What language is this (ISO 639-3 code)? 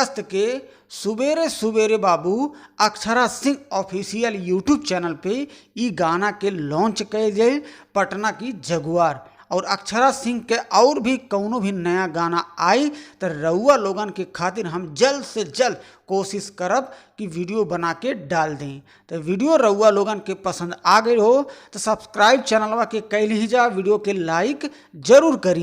bho